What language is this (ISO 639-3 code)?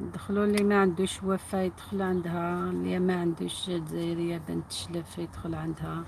arq